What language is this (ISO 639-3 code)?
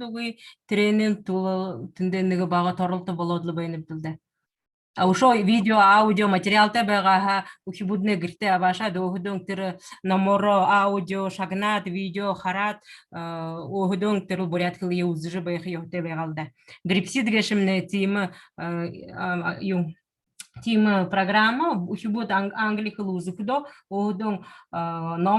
bua